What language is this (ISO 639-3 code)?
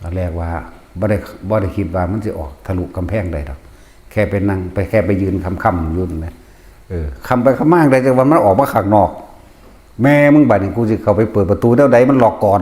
tts